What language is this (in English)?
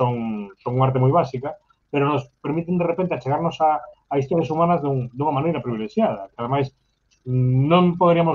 Galician